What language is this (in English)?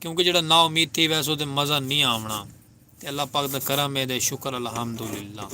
Saraiki